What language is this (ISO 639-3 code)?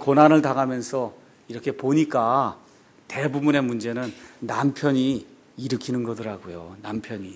kor